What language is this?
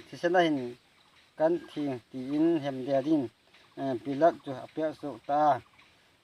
Hmar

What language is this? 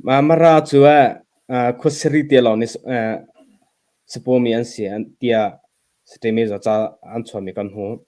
Hakha Chin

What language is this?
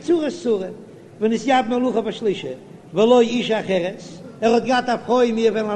Yiddish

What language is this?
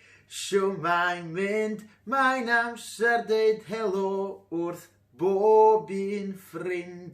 Welsh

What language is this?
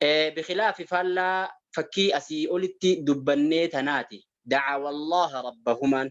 Oromo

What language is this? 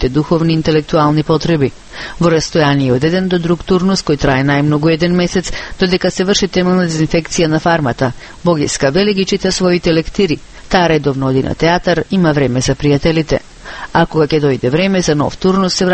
Macedonian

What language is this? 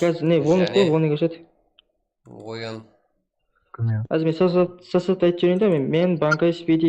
Kara-Kalpak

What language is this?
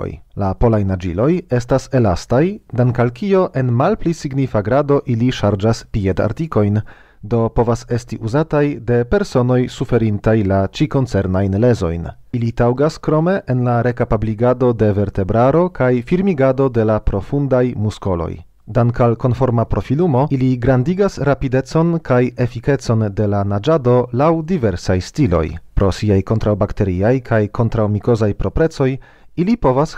Esperanto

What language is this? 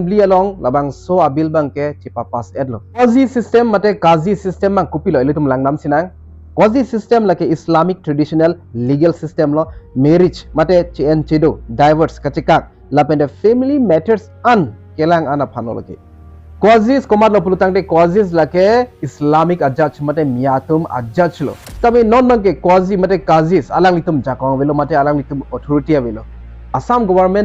Karbi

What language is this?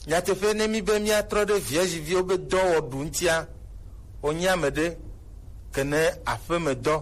Gen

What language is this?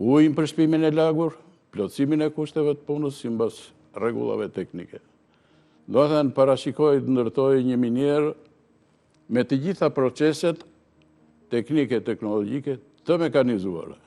Albanian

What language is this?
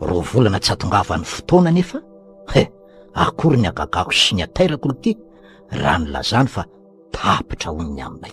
Malagasy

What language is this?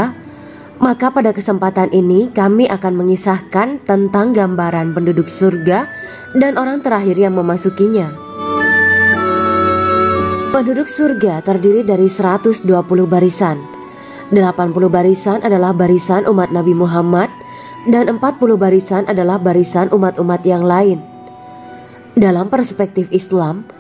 Indonesian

